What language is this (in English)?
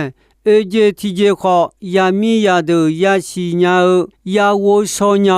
Akha